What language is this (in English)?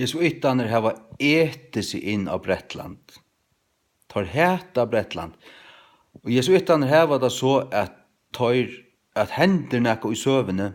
Faroese